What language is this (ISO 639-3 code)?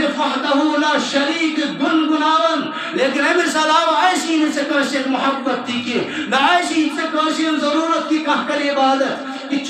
kas